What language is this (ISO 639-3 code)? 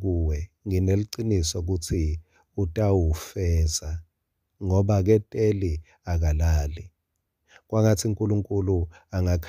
ssw